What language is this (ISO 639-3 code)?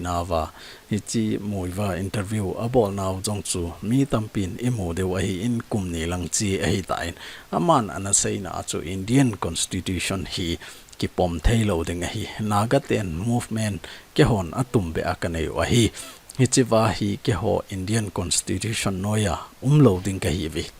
tcz